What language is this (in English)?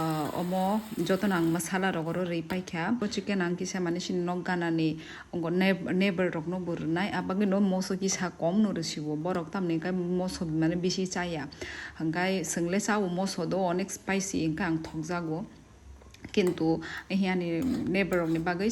Kok Borok